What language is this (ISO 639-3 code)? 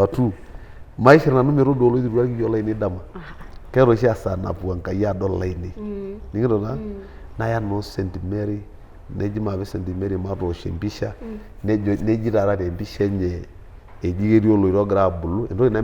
mas